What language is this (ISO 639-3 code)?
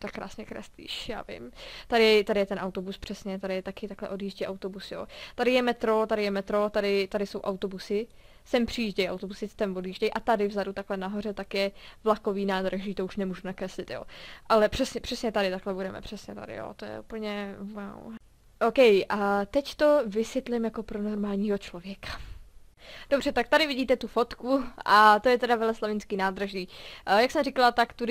ces